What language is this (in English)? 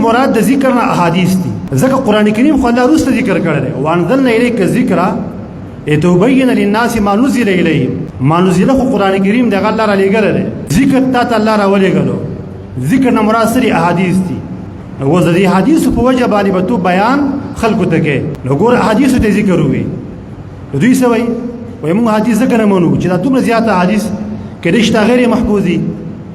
Pashto